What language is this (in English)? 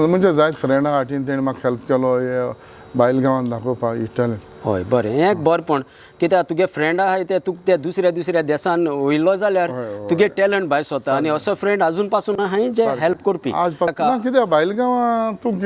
Konkani